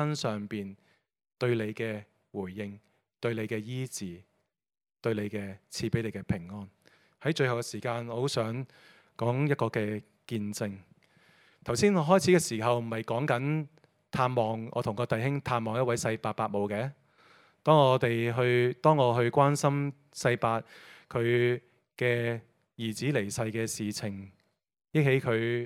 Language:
Cantonese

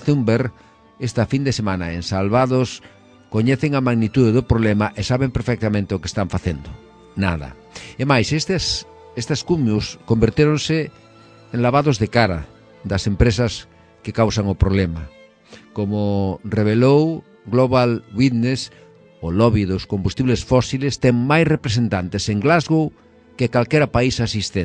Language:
Galician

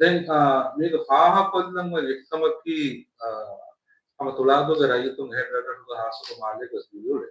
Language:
Divehi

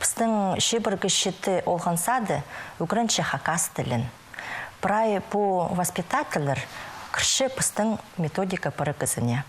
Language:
Khakas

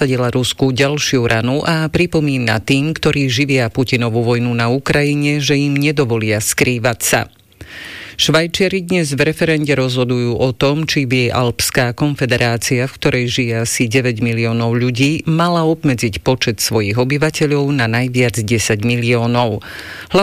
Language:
Slovak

